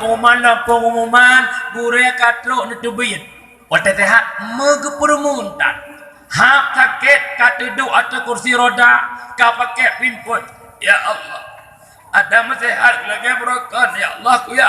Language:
Achinese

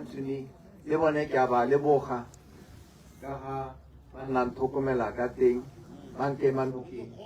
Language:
Tswana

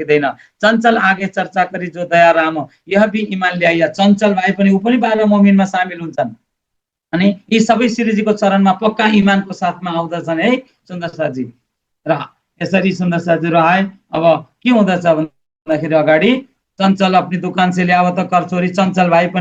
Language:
Nepali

